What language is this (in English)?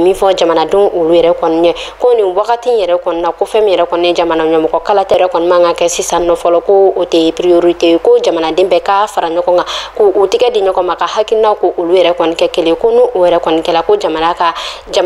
Bambara